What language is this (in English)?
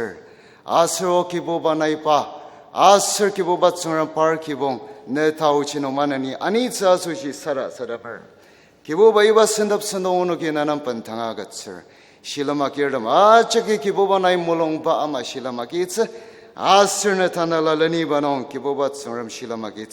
Ao Naga